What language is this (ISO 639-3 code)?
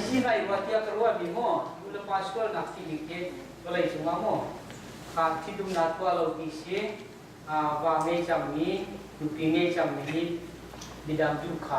cnh